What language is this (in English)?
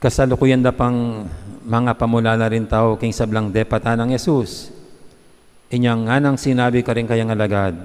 Pampanga